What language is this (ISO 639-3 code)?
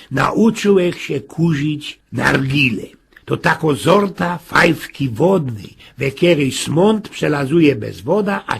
szl